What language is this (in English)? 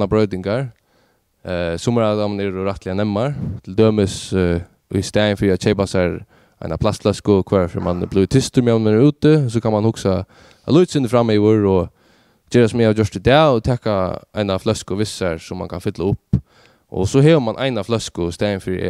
Faroese